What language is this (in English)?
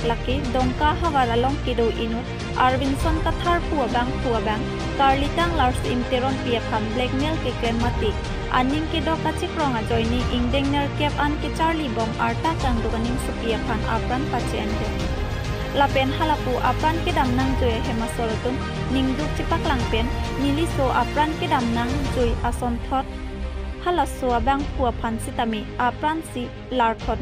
Karbi